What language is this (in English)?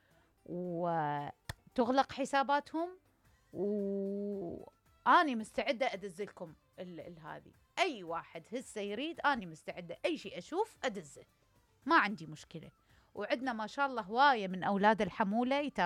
Mesopotamian Arabic